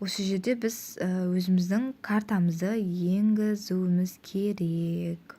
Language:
Kazakh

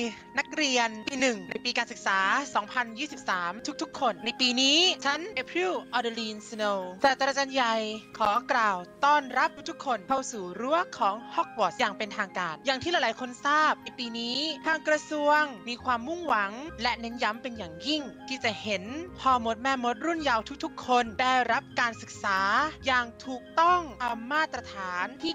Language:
Thai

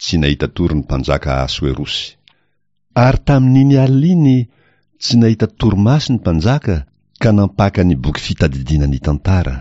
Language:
Malagasy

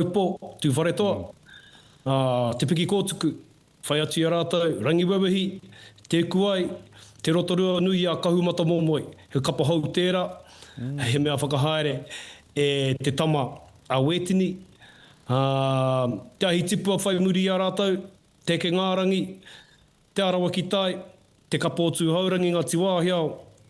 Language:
Māori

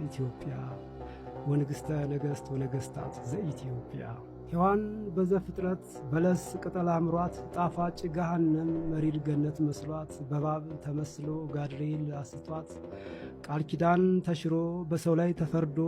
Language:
Amharic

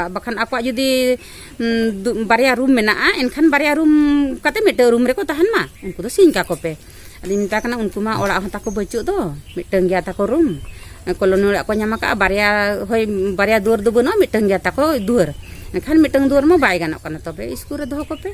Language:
Santali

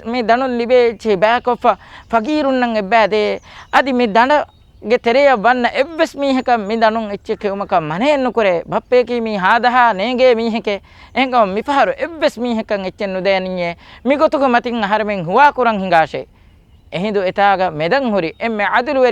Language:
Divehi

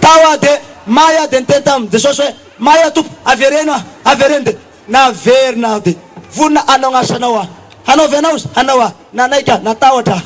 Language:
Malagasy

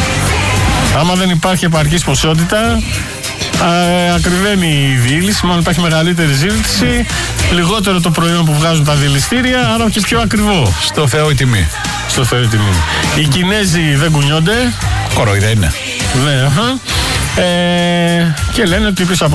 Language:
Greek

